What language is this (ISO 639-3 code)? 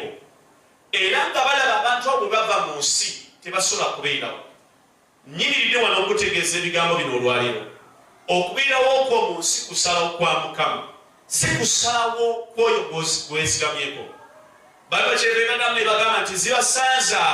lug